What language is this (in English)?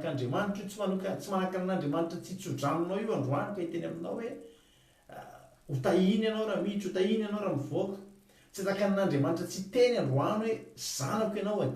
Malagasy